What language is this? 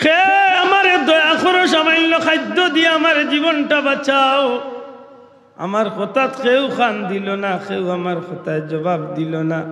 Sylheti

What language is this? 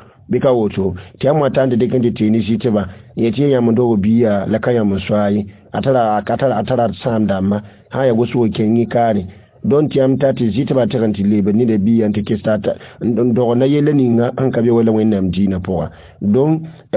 Mossi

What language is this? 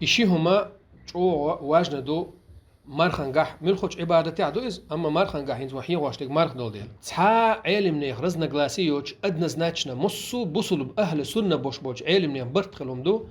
Chechen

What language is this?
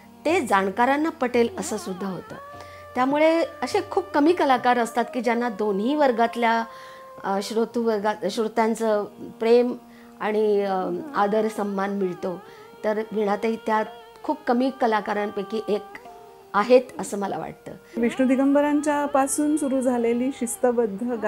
Marathi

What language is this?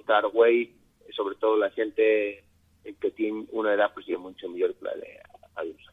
Asturian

